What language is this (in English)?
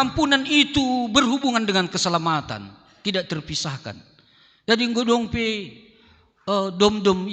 Batak Simalungun